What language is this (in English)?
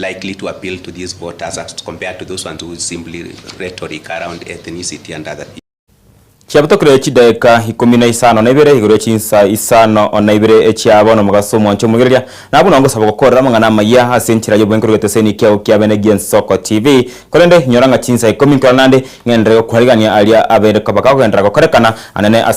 Gusii